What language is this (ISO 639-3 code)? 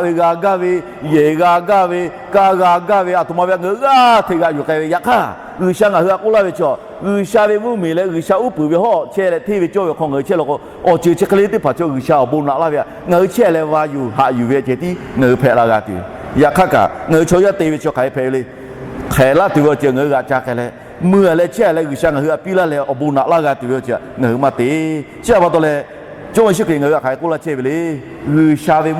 lhu